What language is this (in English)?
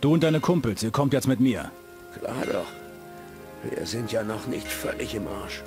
Bavarian